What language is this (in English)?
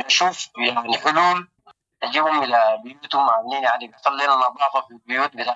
Sudanese Arabic